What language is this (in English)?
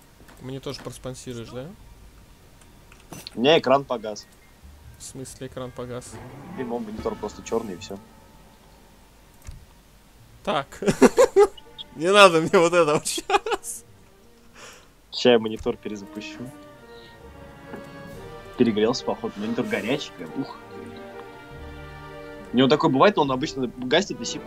Russian